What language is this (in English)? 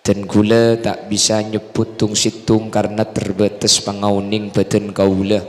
Madurese